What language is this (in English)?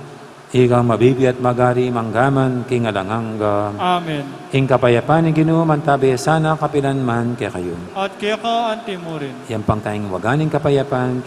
Pampanga